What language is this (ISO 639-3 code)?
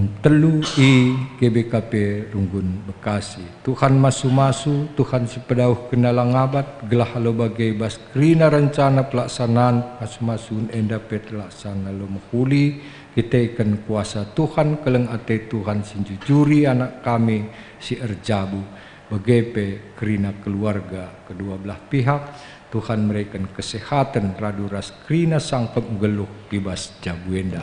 btx